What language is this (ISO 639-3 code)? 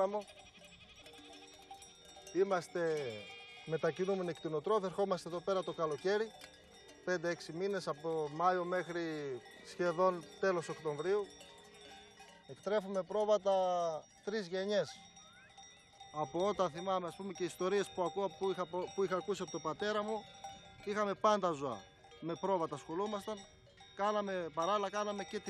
ell